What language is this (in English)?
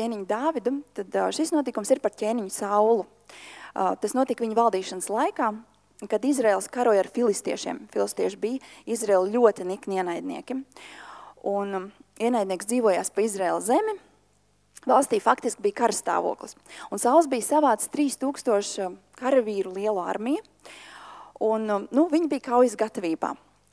Latvian